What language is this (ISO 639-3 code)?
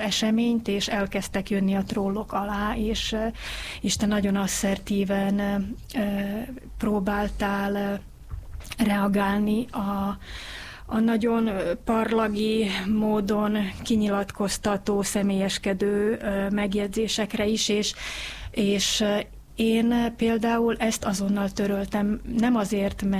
hun